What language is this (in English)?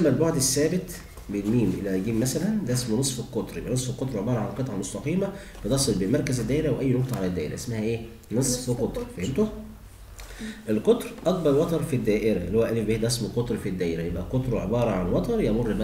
Egyptian Arabic